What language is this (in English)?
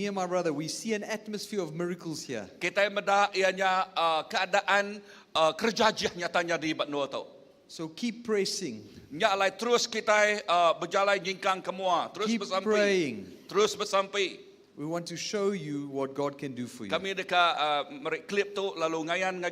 Iban